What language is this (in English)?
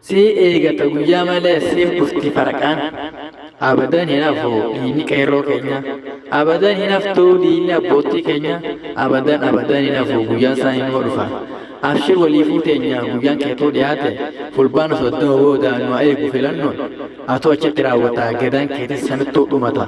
Oromo